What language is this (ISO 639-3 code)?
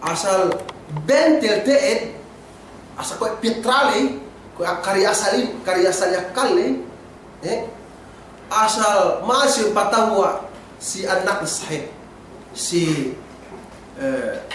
yka